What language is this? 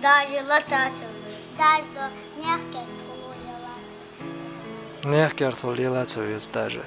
Chechen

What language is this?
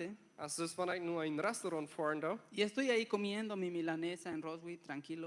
Plautdietsch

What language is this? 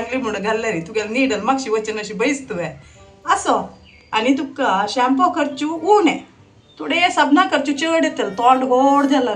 Konkani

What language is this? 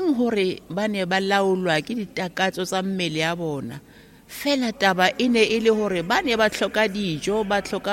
Tswana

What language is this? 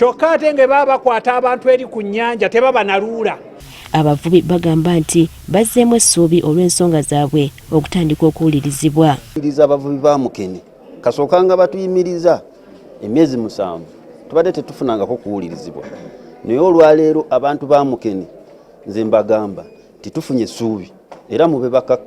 Ganda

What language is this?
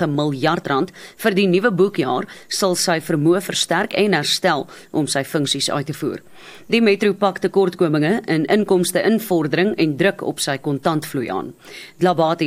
Afrikaans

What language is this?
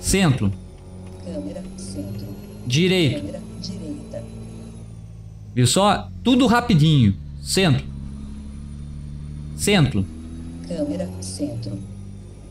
Portuguese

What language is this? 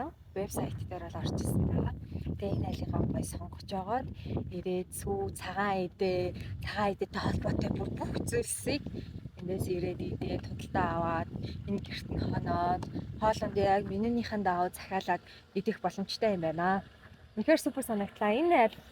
Mongolian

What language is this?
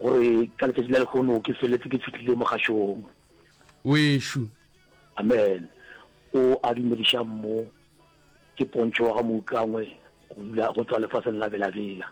Northern Sotho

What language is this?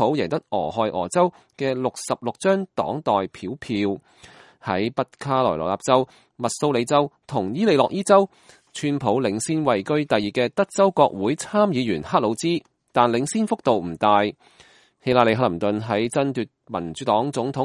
Cantonese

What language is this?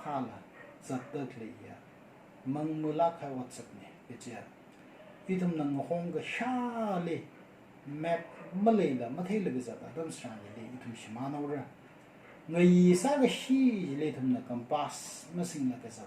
Tangkhul Naga (India)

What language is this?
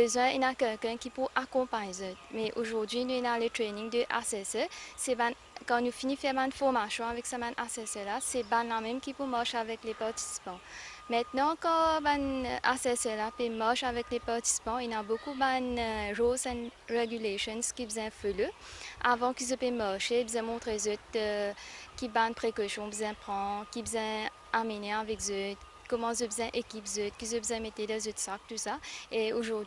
Morisyen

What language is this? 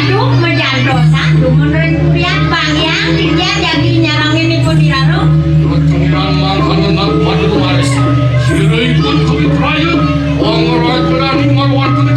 Balinese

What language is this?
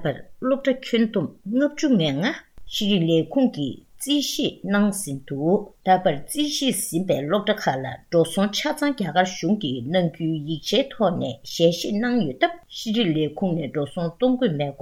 Tibetan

